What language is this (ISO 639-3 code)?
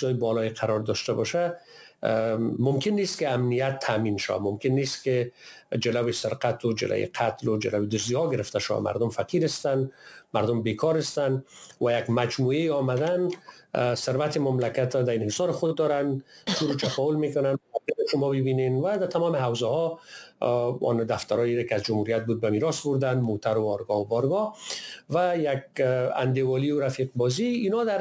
fas